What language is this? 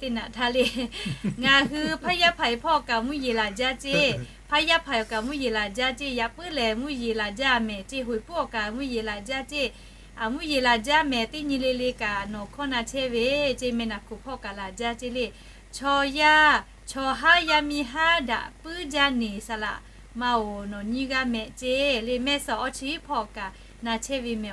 Lahu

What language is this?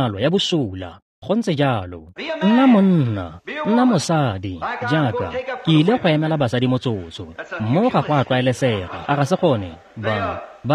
Tswana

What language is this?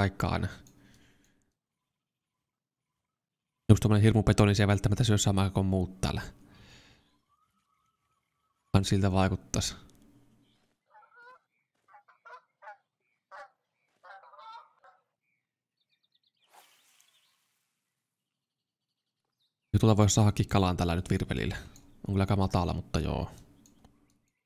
Finnish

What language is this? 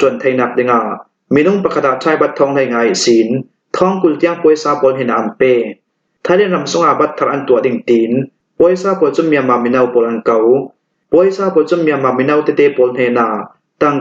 Hakha Chin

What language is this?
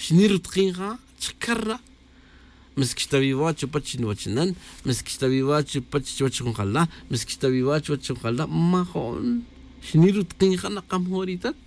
Tz'utujil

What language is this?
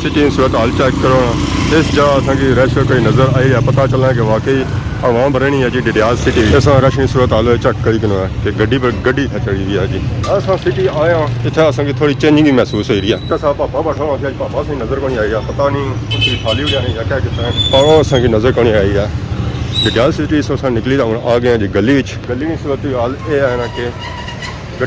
Pahari-Potwari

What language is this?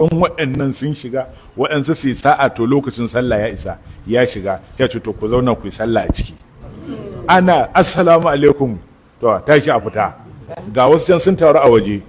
Hausa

